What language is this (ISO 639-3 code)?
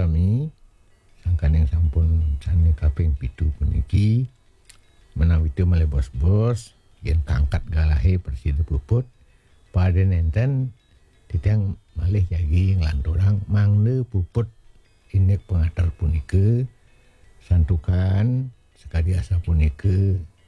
ban